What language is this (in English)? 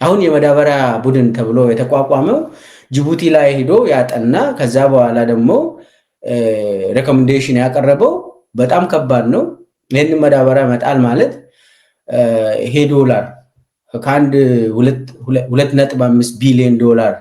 Amharic